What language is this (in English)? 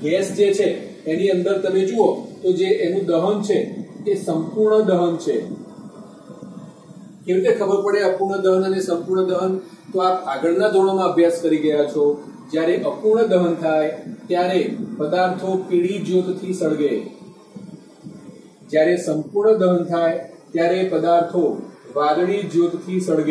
Gujarati